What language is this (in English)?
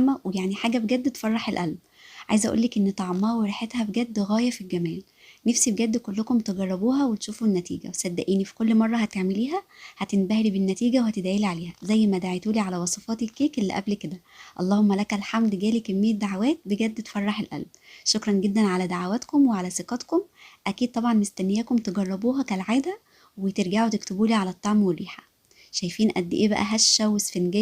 Egyptian Arabic